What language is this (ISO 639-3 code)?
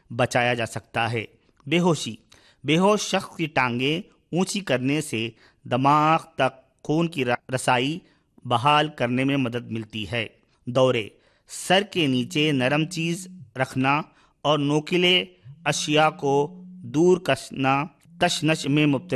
urd